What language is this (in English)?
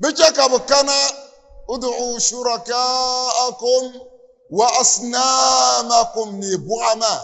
Dagbani